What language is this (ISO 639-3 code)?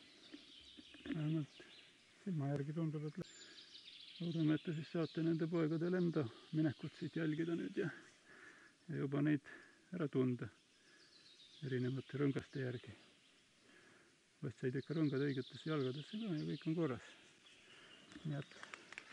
est